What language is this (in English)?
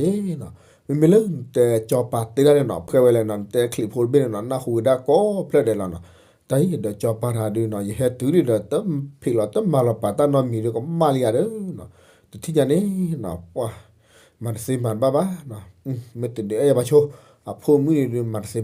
S'gaw Karen